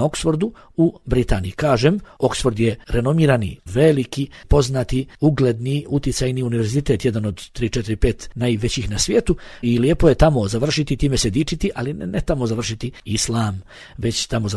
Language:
Bosnian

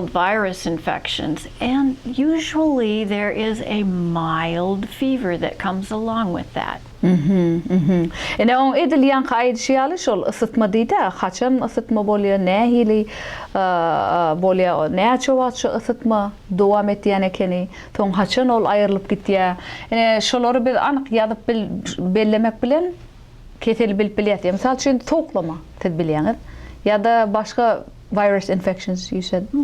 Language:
Turkmen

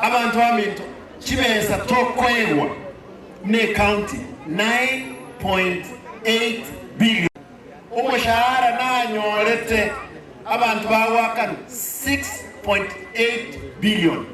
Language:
Gusii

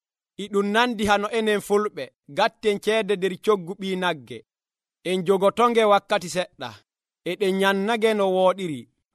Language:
Nigerian Fulfulde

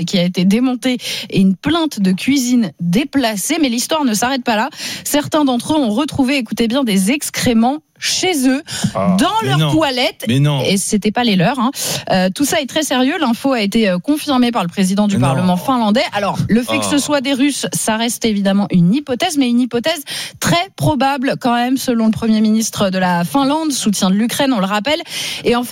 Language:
French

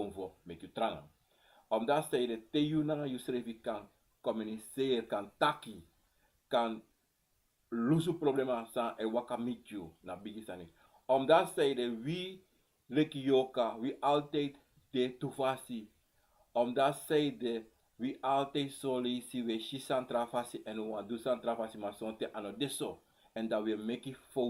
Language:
Sranan Tongo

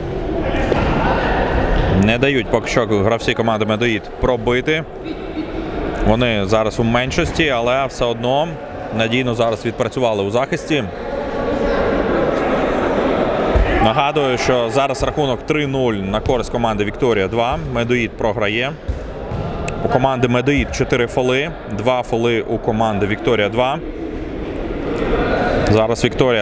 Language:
Ukrainian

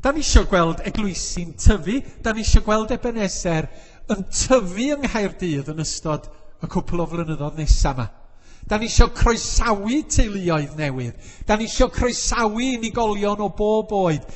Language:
Welsh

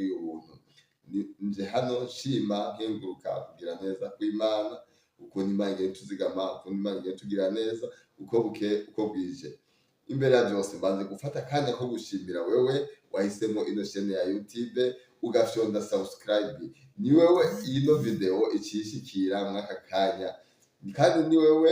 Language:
Rundi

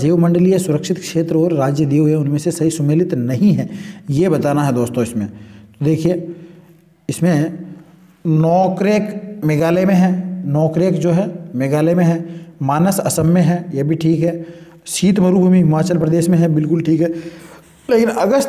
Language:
Hindi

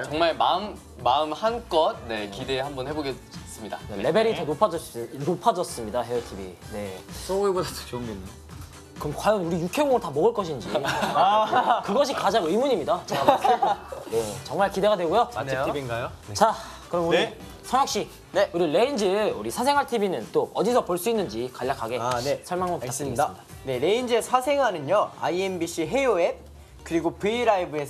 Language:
Korean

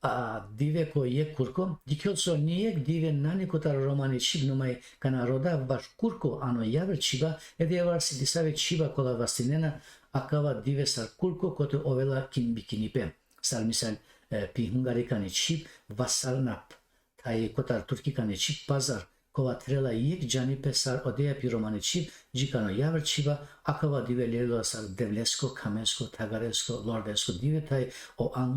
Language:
Balkan Romani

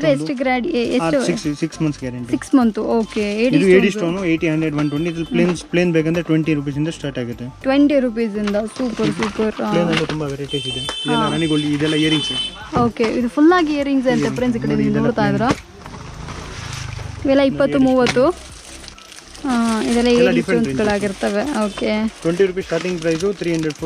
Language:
Kannada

